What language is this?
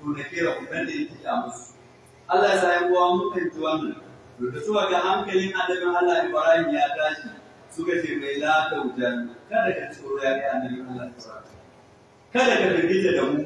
Hausa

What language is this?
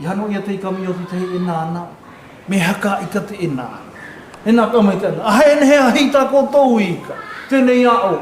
South Marquesan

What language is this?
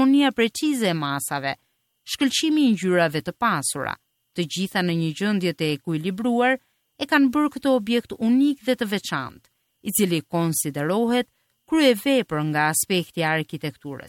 Albanian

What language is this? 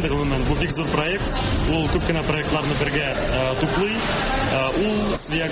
Tatar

